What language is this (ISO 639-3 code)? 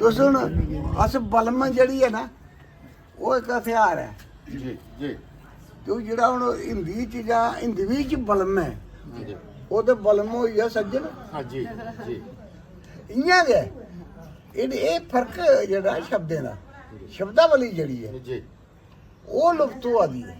doi